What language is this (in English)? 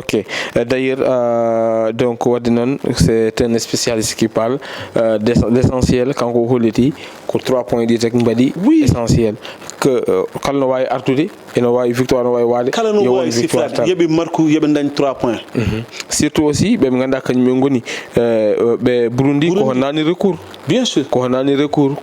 Fula